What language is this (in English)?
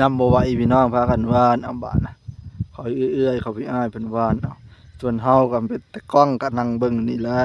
Northeastern Thai